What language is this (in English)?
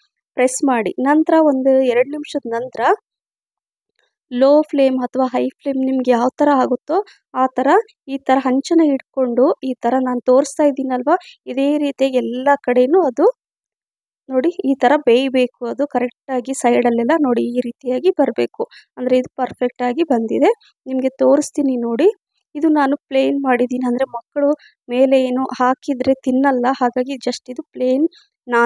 Kannada